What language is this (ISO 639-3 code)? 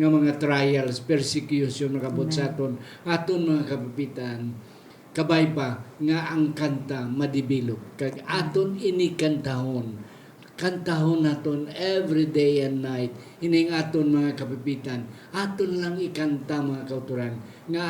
hil